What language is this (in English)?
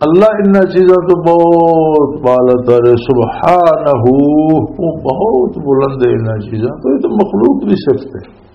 Western Panjabi